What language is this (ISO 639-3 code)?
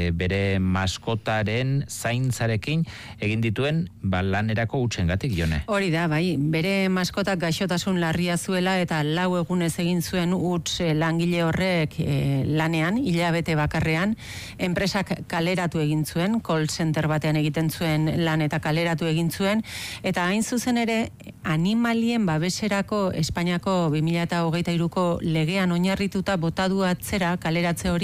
eus